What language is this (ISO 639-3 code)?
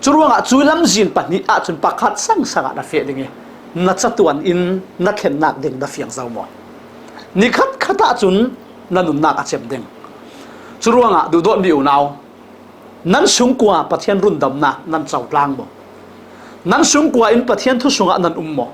cfm